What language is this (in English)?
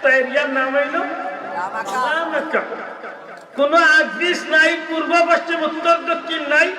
Sylheti